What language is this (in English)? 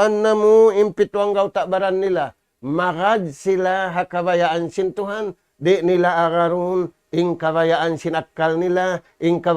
Tausug